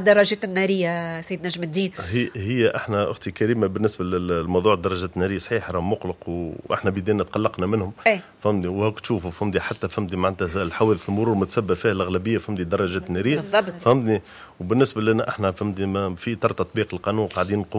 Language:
Tunisian Arabic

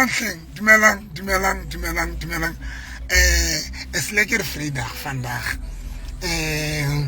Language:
Southern Sotho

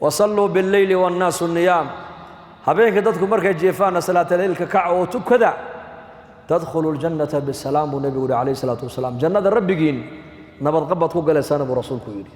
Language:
Somali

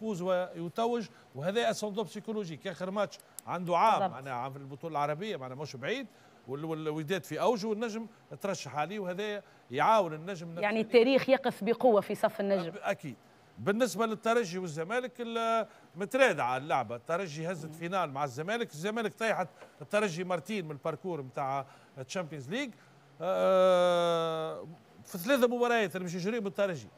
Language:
Tunisian Arabic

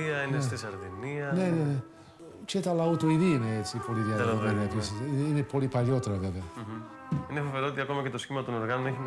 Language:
Greek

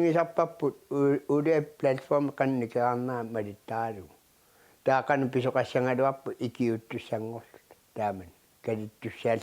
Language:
Kalaallisut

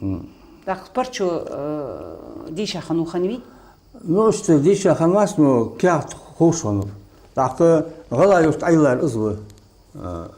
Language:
Ingush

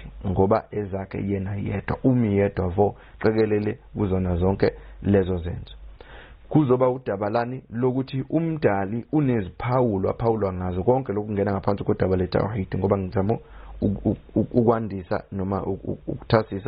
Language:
Zulu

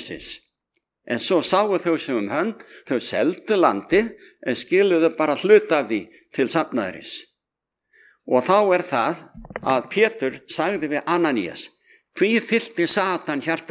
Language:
Icelandic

